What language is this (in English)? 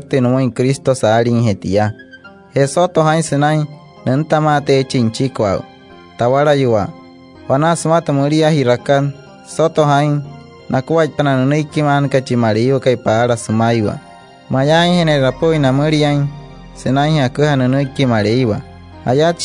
Wayuu